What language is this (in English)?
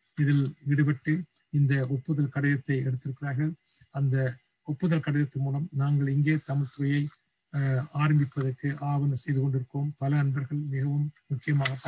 Tamil